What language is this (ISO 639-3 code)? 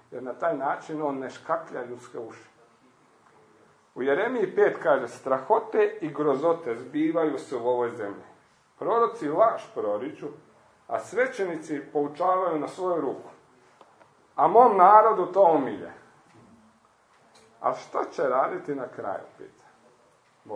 hrv